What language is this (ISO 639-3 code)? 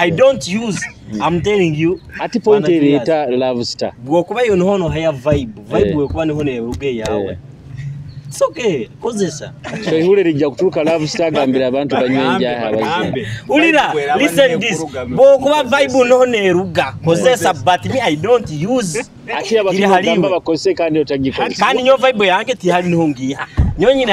nyo